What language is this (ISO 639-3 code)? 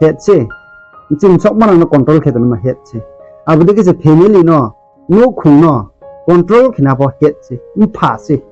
ria